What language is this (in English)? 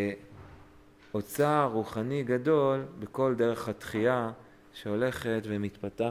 Hebrew